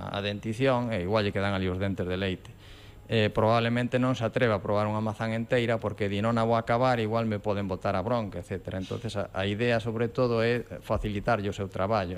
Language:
Galician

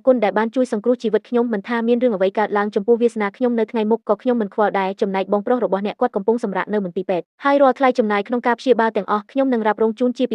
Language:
Khmer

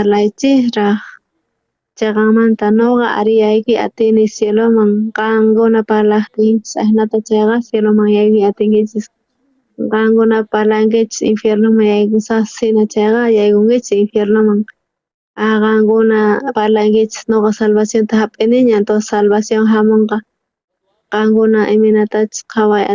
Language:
South Bolivian Quechua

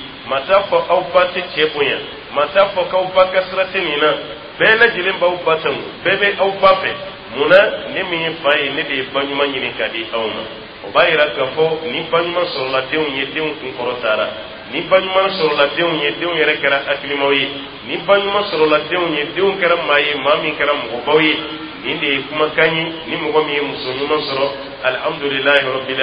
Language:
Dyula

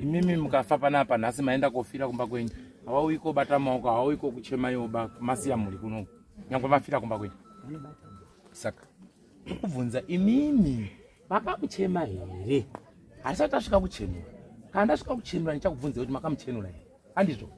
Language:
Shona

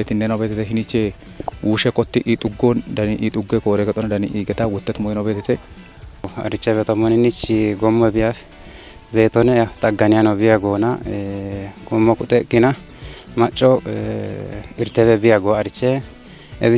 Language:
Kafa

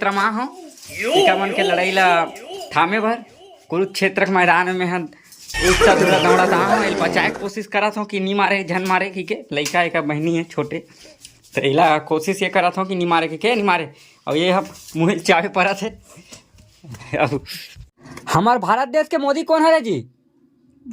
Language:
Chhattisgarhi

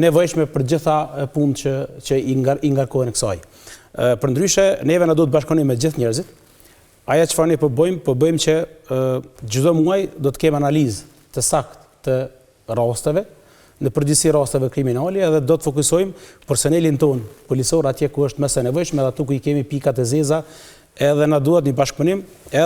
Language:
Albanian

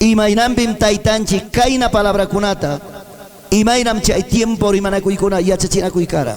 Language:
Ayacucho Quechua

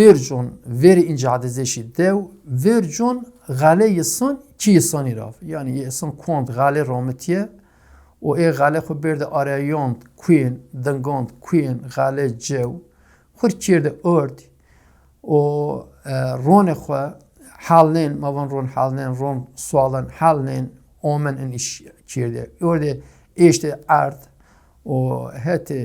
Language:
Zaza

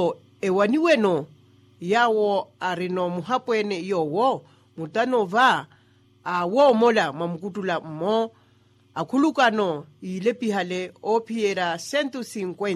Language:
Makhuwa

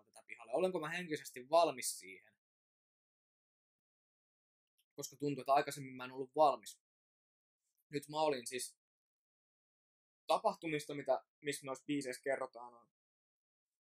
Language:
Finnish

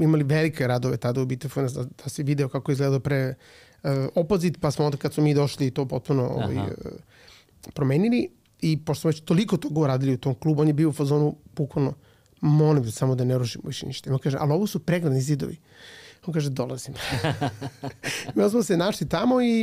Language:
Serbian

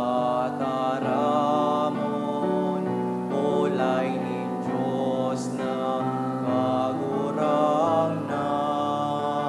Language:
Bikol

